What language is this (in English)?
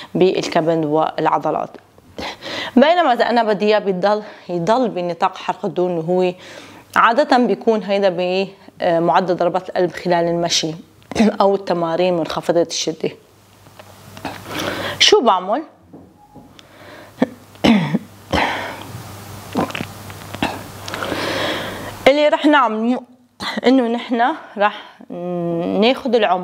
North Levantine Arabic